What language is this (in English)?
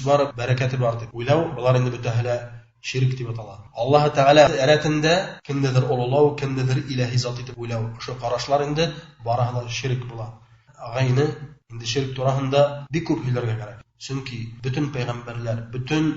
Bashkir